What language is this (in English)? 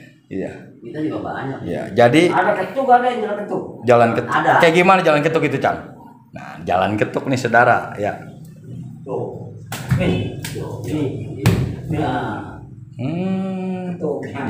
Betawi